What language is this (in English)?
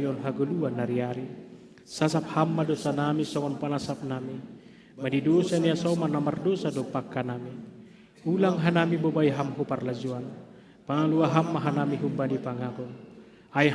Batak Simalungun